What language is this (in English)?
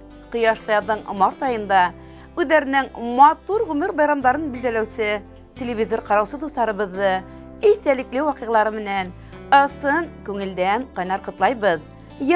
Bashkir